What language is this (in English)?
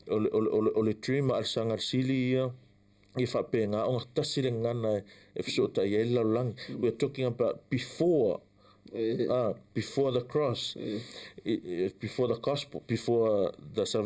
Samoan